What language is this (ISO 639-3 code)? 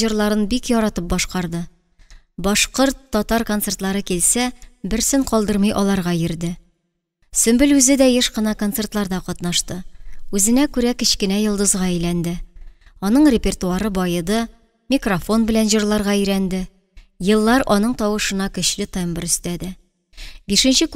tat